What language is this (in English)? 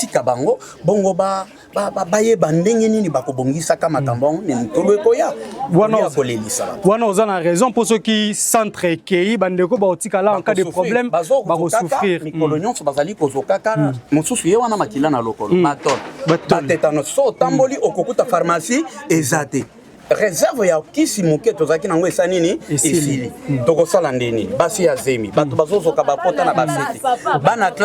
Lingala